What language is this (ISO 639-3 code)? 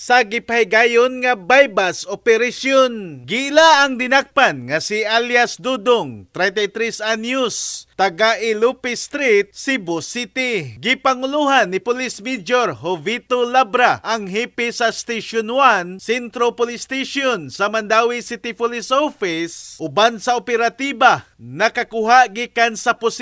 ceb